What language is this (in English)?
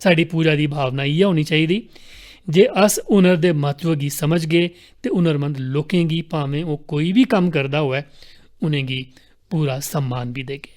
Dogri